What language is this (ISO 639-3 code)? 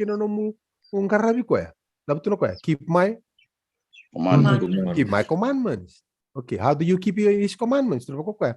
fij